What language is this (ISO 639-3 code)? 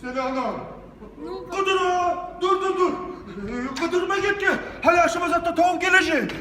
kum